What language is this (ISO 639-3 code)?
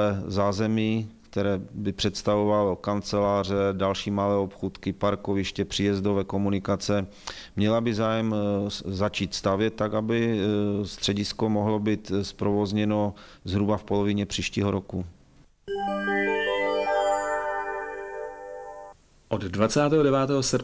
ces